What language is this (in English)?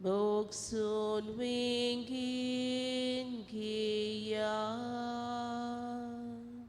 Konkani